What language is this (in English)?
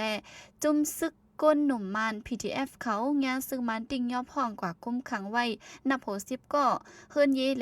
Shan